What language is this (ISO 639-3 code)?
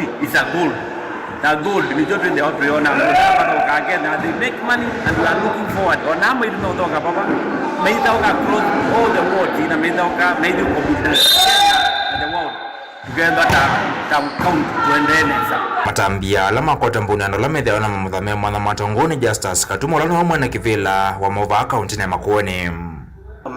kam